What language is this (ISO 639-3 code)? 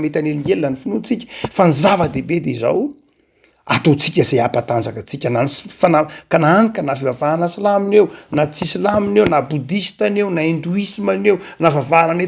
mlg